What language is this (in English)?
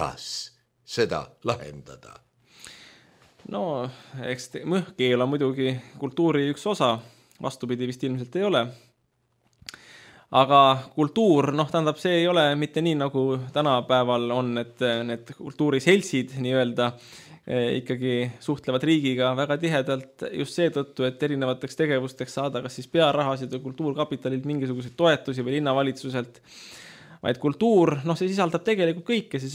Estonian